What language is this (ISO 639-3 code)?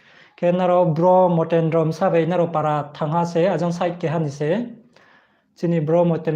ria